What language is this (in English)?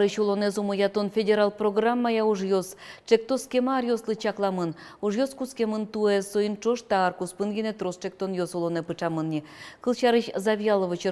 Udmurt